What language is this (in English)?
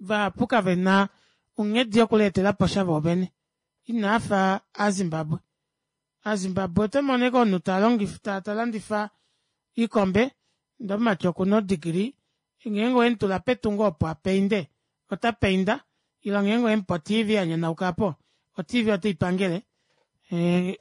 Kuanyama